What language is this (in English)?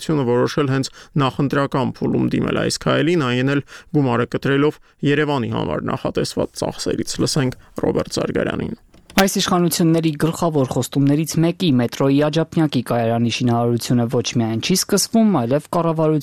Armenian